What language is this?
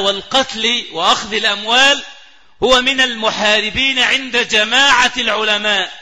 Arabic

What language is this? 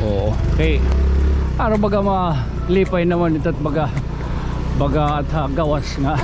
Waray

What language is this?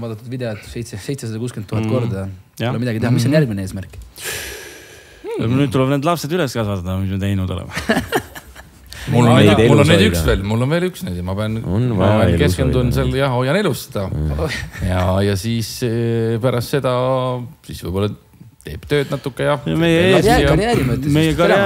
Estonian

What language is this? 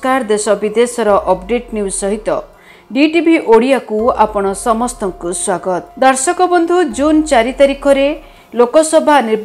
Odia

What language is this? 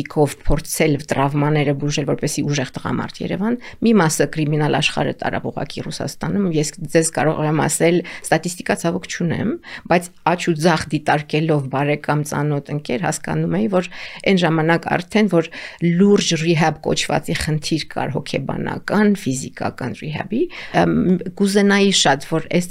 Armenian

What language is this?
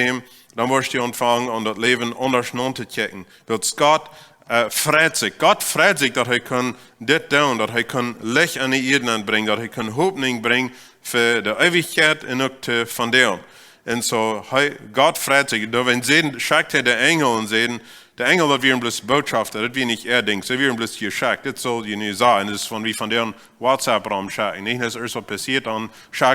Plautdietsch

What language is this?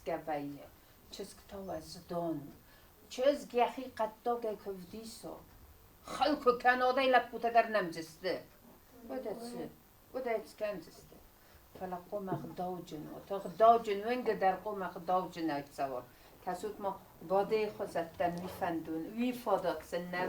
Ossetic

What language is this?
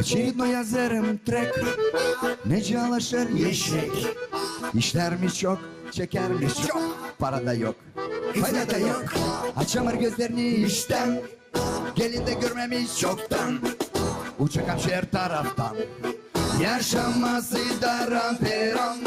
Gagauz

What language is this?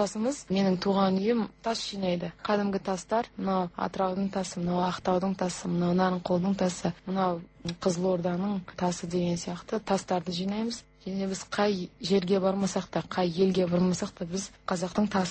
Kazakh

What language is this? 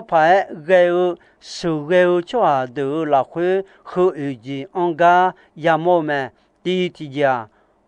Akha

